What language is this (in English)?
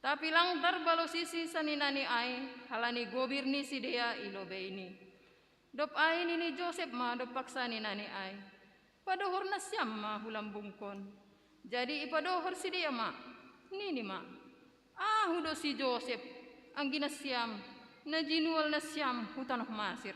Batak Simalungun